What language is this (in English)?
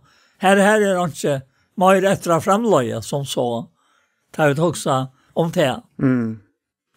Faroese